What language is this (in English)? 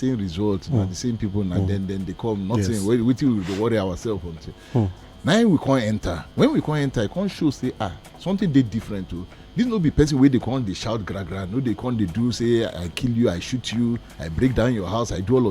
Nigerian Pidgin